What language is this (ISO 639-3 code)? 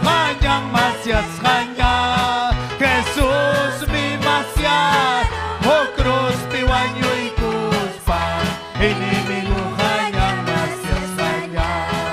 quy